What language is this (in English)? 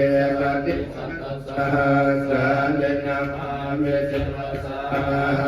Pali